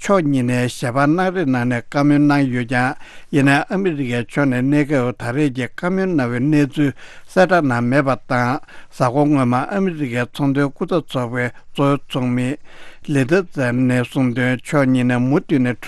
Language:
Tibetan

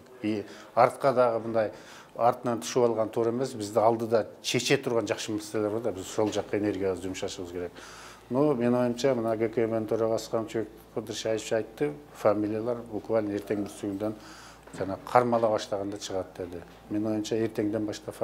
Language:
Kyrgyz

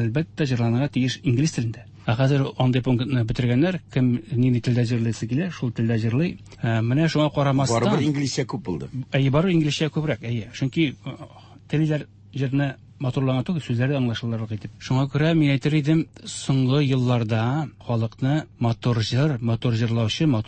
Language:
Tatar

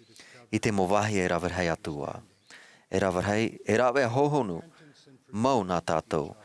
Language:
Tahitian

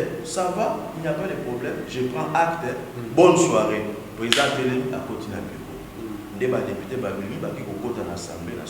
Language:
Lingala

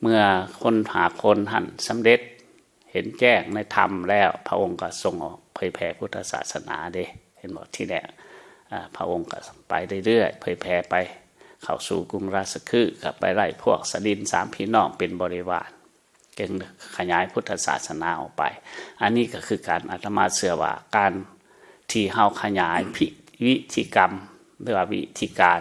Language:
Lao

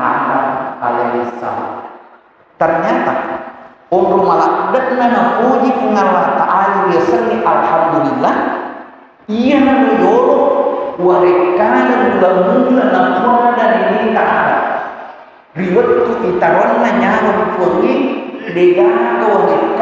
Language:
Buginese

